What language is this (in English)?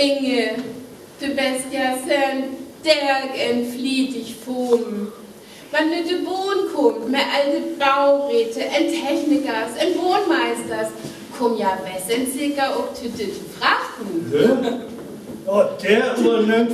Northern Frisian